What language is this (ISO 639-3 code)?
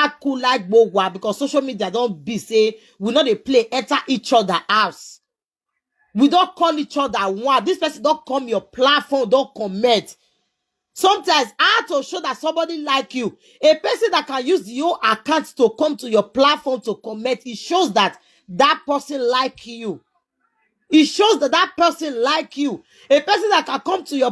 pcm